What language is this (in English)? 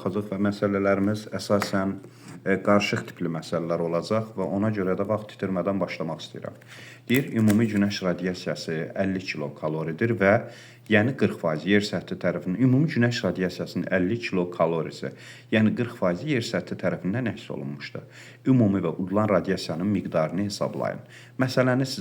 Azerbaijani